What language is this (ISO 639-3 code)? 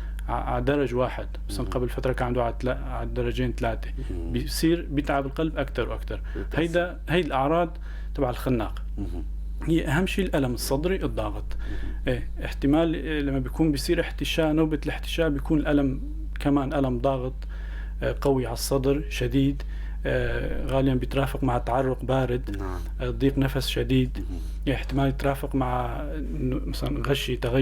apc